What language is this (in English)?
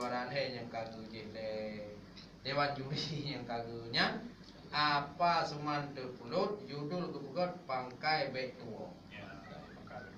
Achinese